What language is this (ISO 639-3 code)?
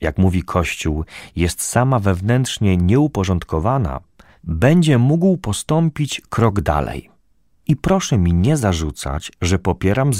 pol